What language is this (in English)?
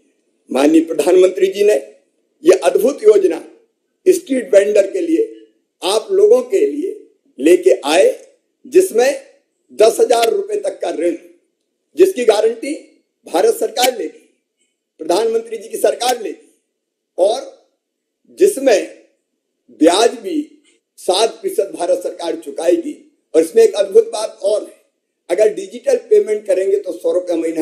Hindi